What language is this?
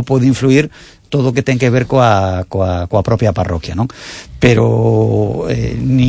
Galician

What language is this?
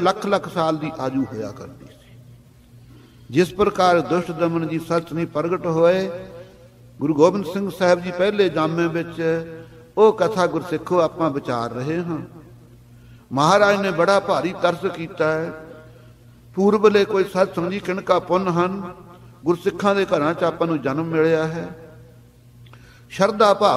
Punjabi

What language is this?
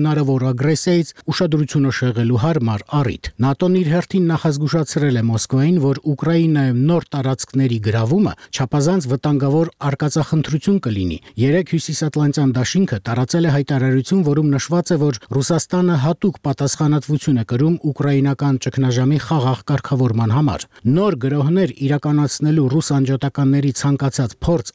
Armenian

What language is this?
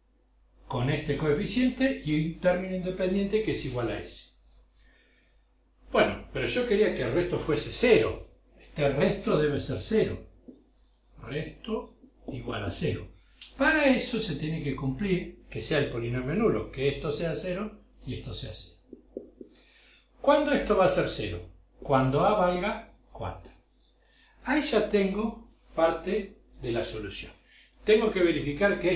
Spanish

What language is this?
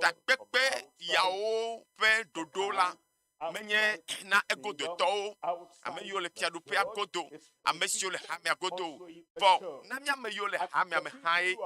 Ewe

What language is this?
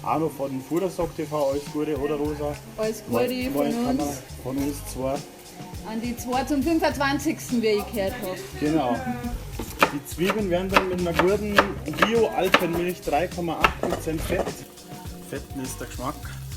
Bavarian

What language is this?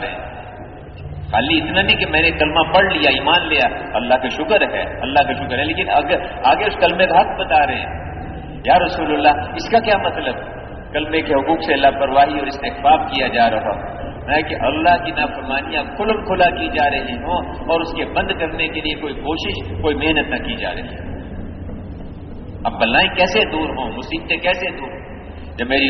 Urdu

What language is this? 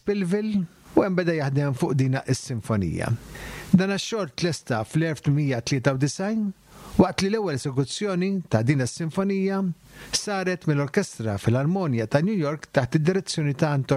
Maltese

